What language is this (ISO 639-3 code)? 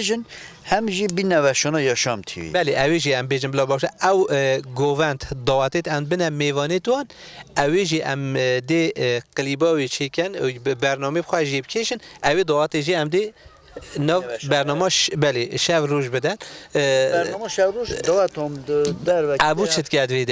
kur